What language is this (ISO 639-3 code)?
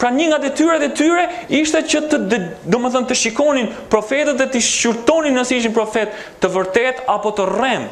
sqi